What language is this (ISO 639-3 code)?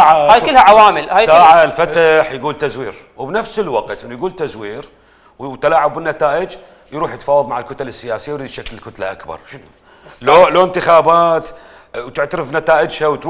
acm